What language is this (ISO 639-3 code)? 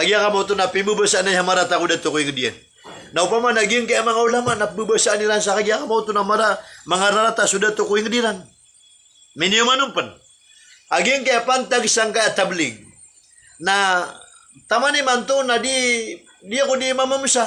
mrw